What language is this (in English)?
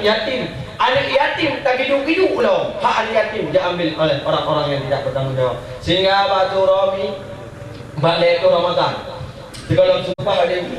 Achinese